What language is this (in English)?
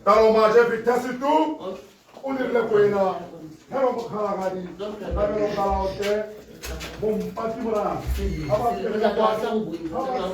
Tswana